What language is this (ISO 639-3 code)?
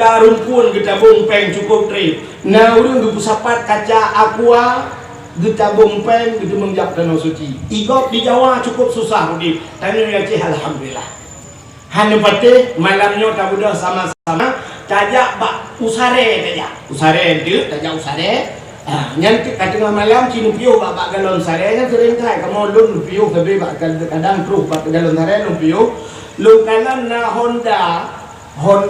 ace